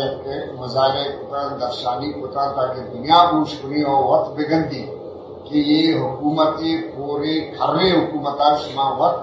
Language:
Eastern Balochi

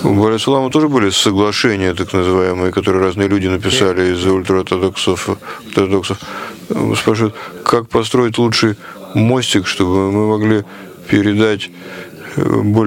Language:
Russian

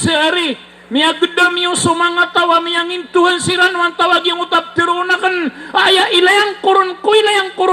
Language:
Maranao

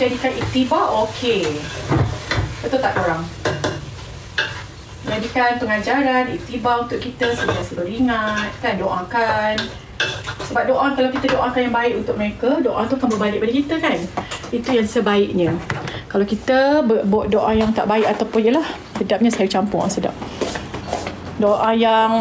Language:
Malay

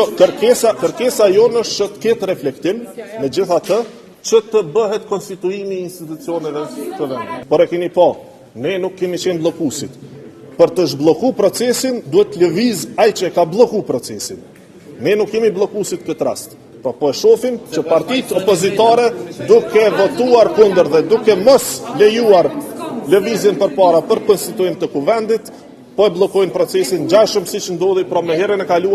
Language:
Albanian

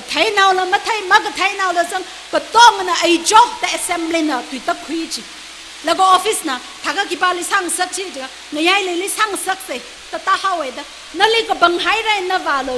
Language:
Tangkhul Naga (India)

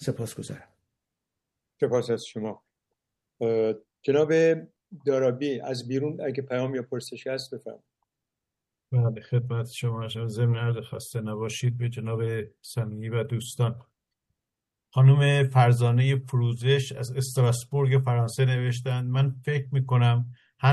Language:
Persian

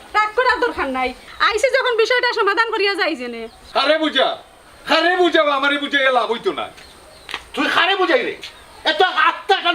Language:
Sylheti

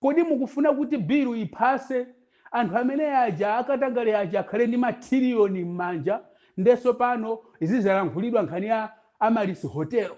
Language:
Nyanja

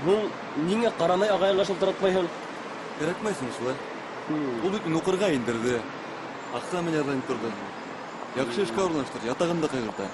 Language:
Bashkir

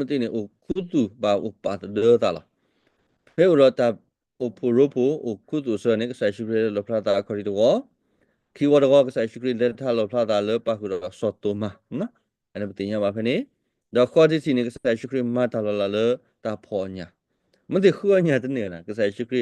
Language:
S'gaw Karen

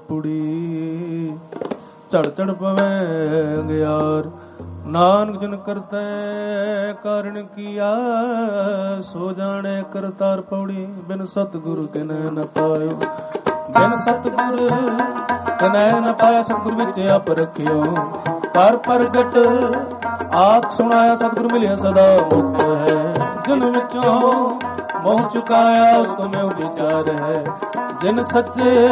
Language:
Punjabi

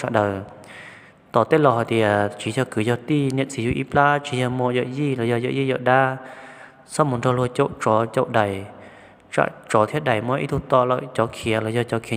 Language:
Hmong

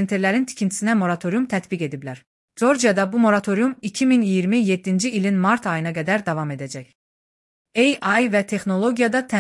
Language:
Azerbaijani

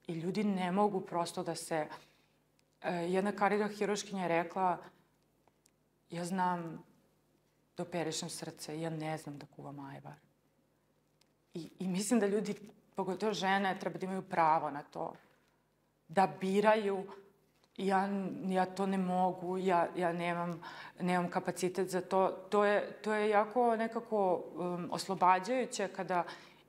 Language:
Serbian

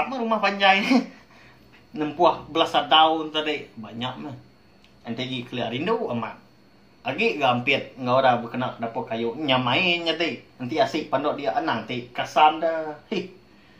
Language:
Iban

